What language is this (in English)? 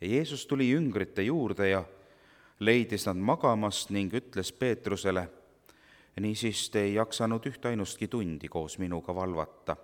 Estonian